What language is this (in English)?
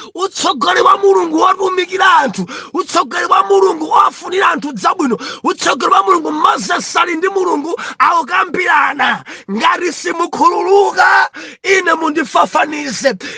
Nyanja